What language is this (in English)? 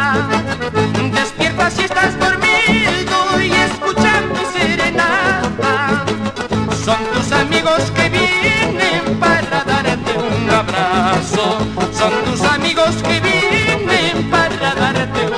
Spanish